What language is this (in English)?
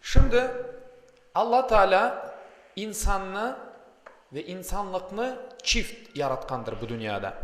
Crimean Tatar